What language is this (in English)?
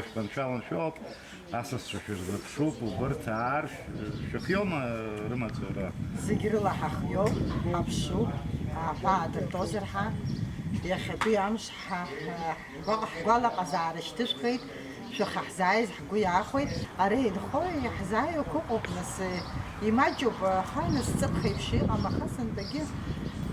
Abkhazian